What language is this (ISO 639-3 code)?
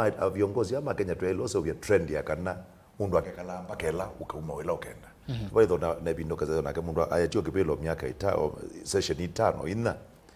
kam